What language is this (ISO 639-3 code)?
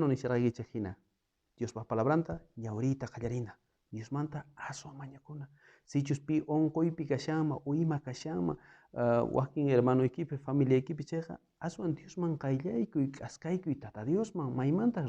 quh